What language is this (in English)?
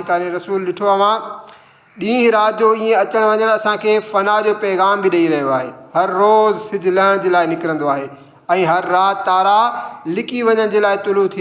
Sindhi